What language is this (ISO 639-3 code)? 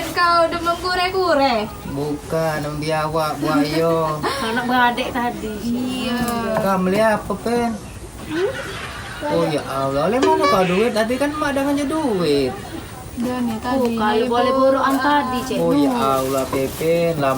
mui